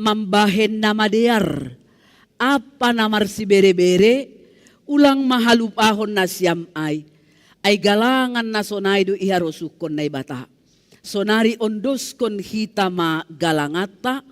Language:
Batak Simalungun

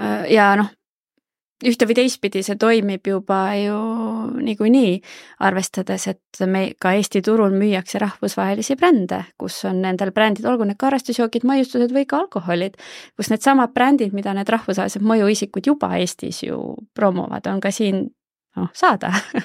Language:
Estonian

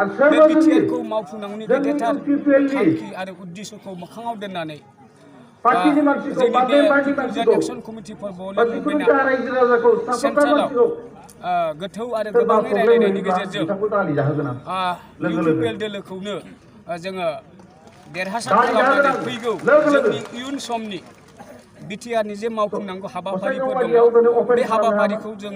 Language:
Bodo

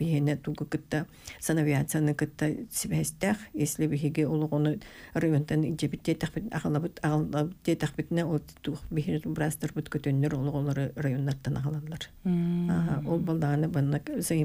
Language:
Yakut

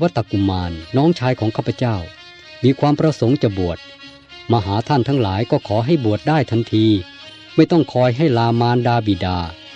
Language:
Thai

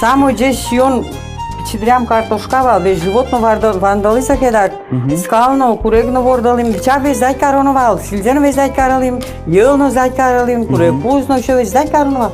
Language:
Udmurt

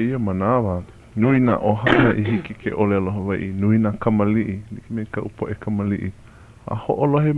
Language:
Hawaiian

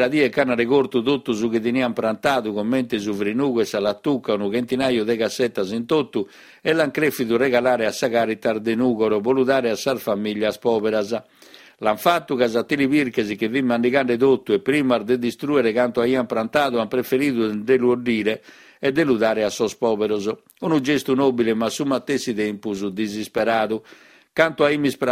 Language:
Sardinian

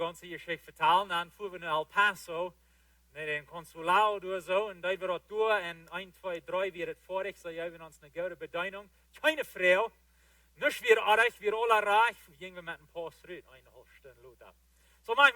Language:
Plautdietsch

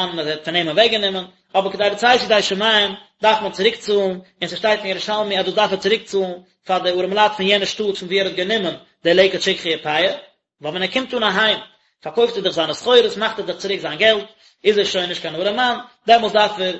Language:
Yiddish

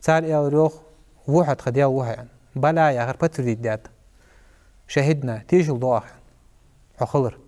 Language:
Ingush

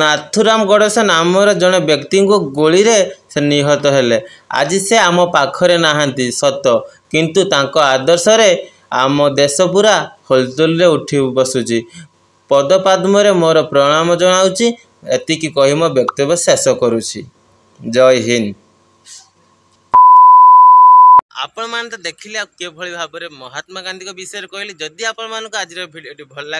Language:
Odia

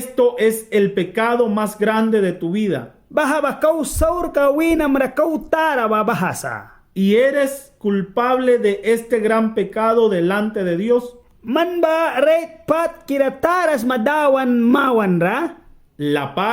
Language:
Mískito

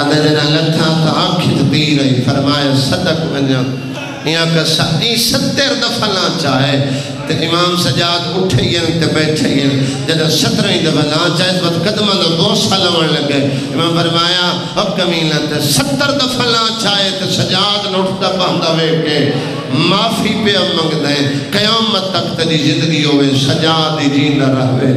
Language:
Saraiki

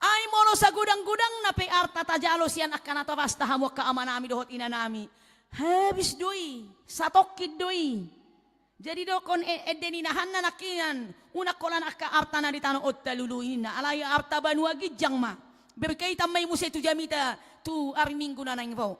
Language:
Batak Toba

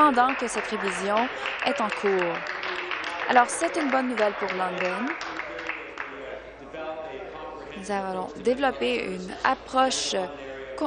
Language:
French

